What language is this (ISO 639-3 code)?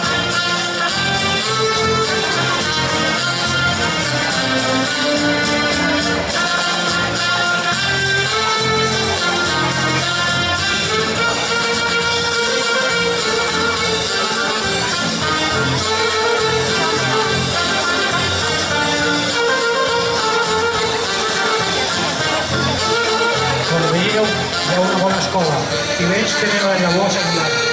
cat